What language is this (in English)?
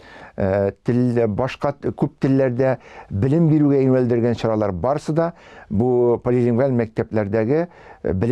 Tatar